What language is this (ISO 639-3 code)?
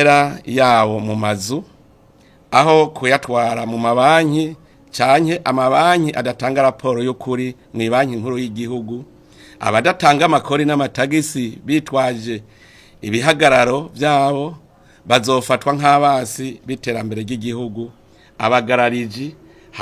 run